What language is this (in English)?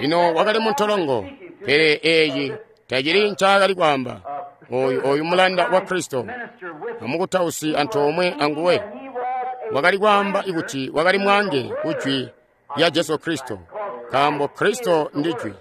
Tonga (Zambia)